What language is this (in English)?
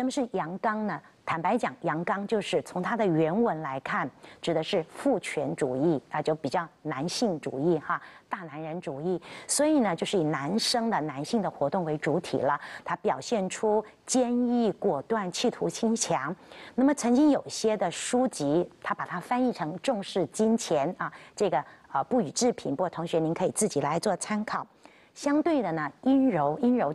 Chinese